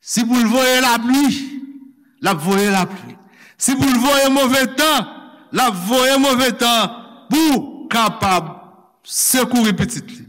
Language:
Haitian Creole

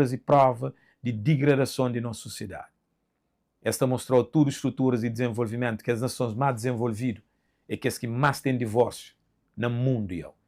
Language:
Kabuverdianu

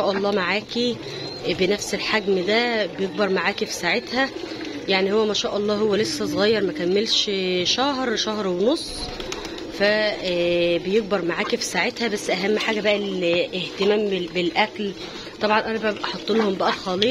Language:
Egyptian Arabic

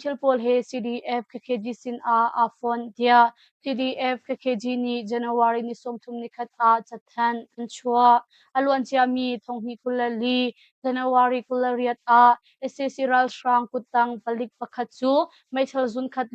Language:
Hakha Chin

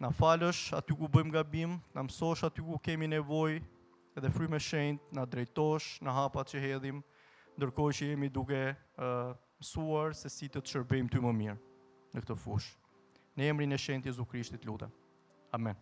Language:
Albanian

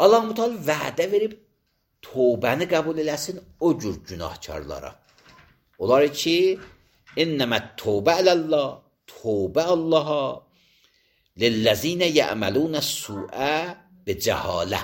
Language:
Azerbaijani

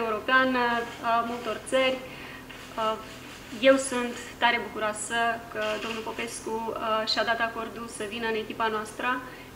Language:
Romanian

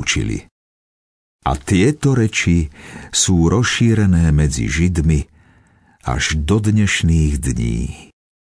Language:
Slovak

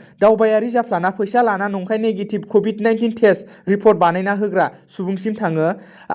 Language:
Bodo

